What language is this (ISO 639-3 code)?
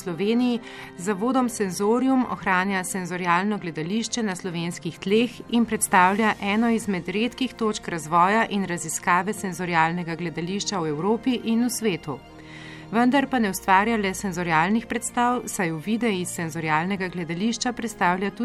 slv